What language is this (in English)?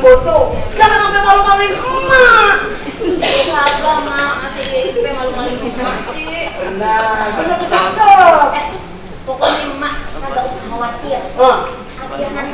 Betawi